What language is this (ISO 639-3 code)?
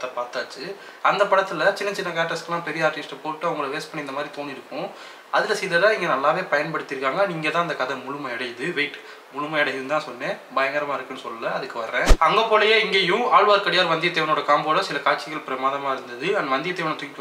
tam